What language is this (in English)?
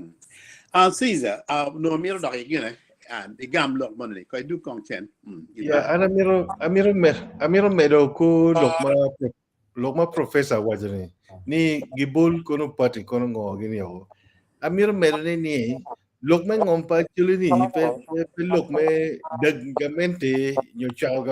Acoli